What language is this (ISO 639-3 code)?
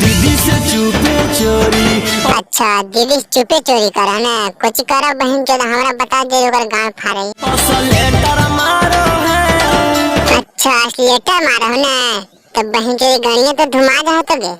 mag